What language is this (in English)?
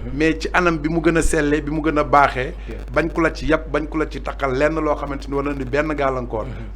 Wolof